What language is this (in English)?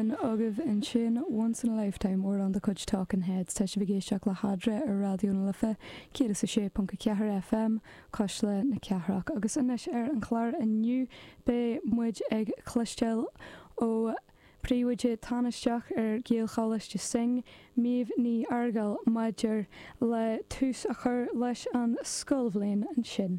Irish